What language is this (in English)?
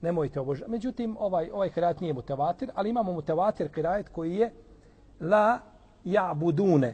Bosnian